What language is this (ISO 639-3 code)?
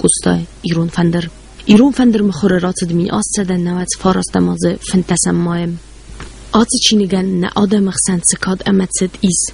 oss